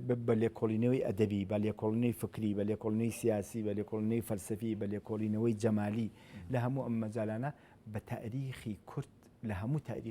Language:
Central Kurdish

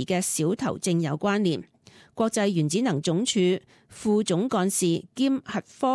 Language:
Cantonese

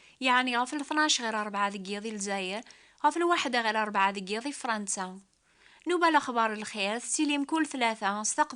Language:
Kabyle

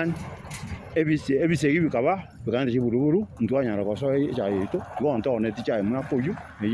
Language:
Gusii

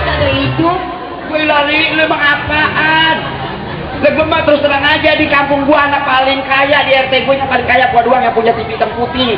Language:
Betawi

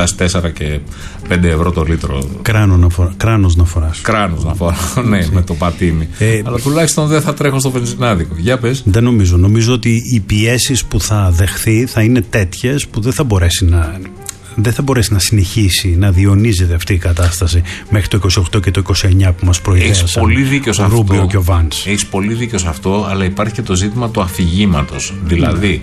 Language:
Greek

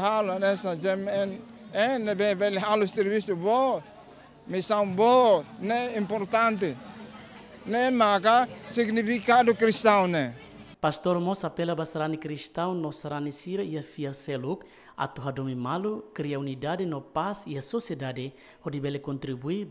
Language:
Tetum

